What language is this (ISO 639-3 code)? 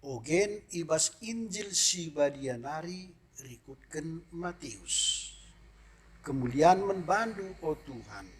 btx